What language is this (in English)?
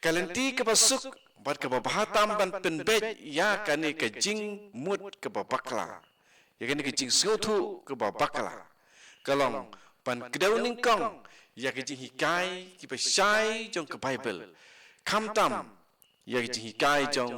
Khasi